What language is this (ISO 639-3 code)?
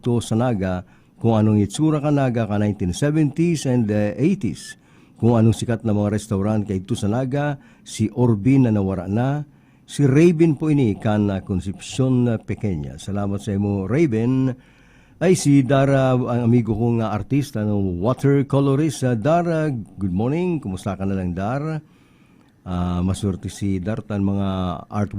bik